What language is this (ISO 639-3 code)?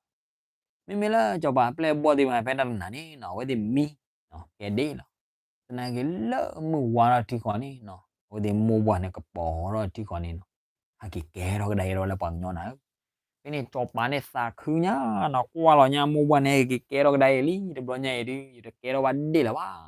ksw